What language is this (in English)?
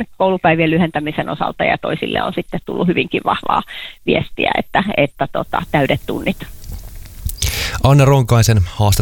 Finnish